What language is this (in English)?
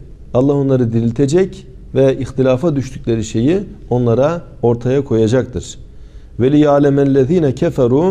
Turkish